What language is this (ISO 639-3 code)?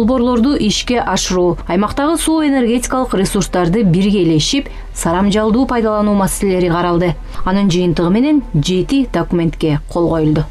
kir